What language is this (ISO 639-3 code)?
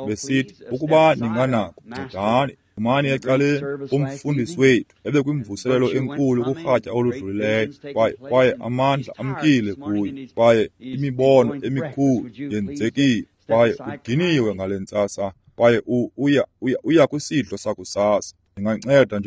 xho